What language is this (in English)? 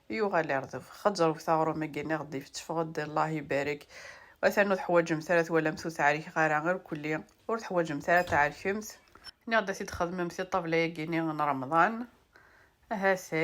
Kabyle